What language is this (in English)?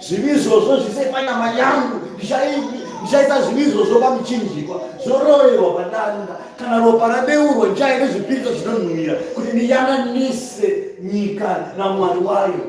Shona